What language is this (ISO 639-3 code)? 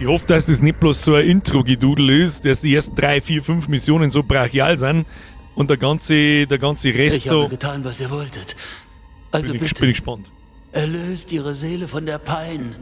bar